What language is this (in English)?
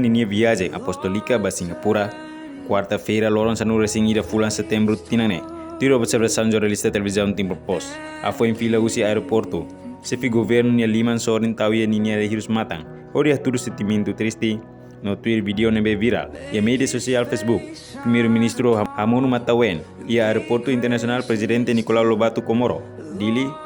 Tetum